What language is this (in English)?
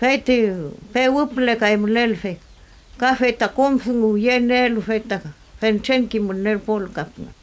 Mapuche